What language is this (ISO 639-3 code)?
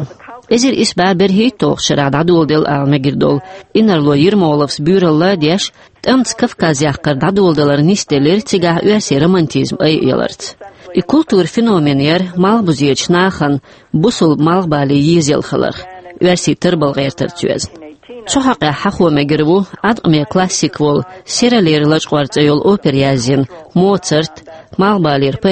che